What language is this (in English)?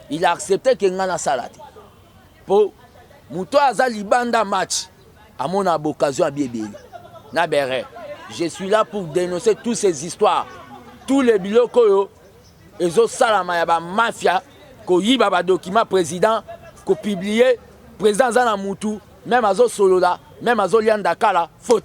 Lingala